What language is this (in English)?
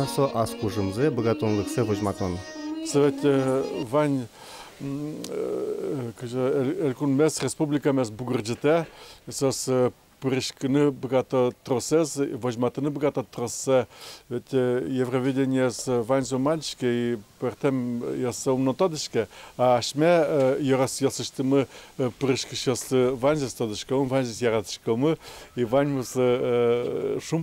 Udmurt